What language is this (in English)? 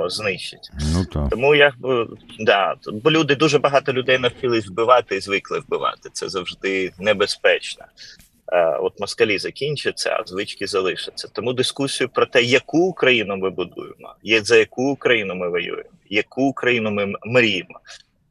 Ukrainian